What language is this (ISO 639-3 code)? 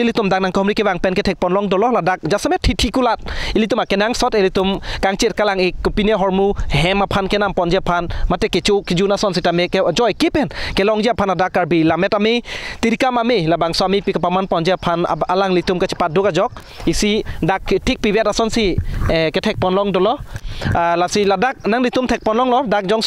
mjw